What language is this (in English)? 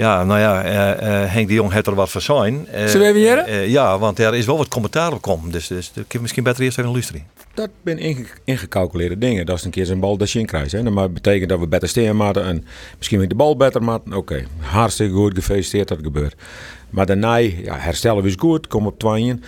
Western Frisian